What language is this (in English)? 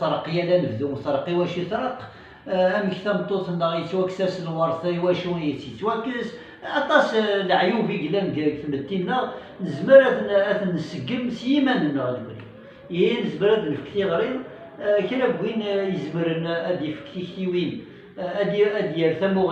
Kabyle